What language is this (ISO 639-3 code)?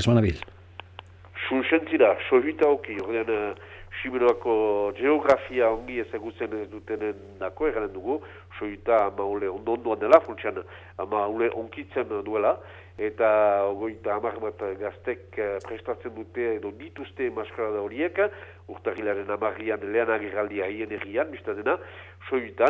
eus